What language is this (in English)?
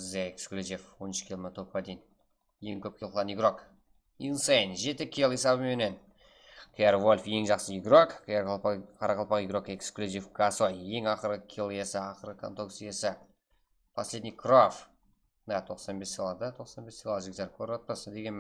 Kara-Kalpak